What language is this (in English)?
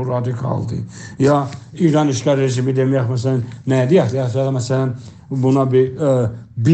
South Azerbaijani